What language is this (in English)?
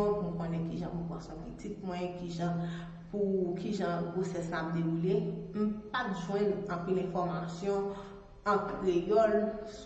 Haitian Creole